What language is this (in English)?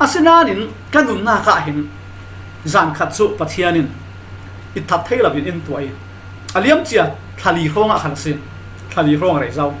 Falam Chin